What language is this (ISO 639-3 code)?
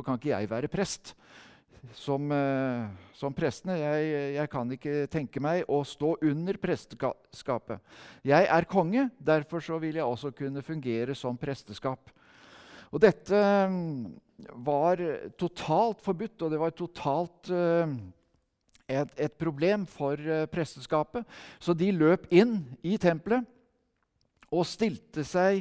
nor